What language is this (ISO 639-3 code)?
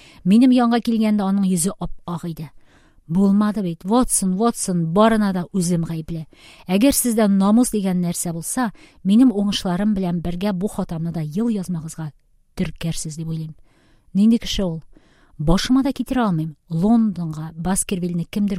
tat